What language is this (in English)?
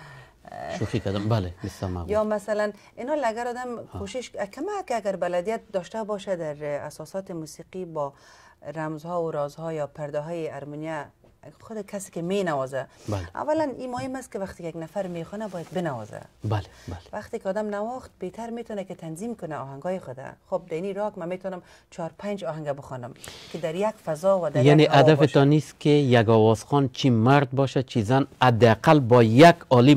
Persian